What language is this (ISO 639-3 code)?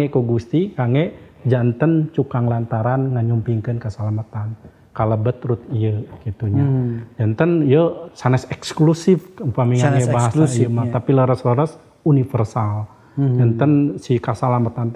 sun